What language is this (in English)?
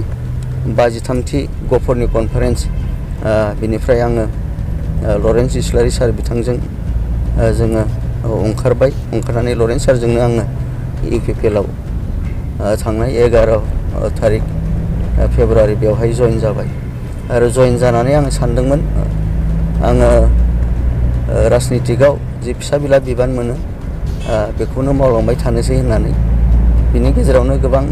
Bodo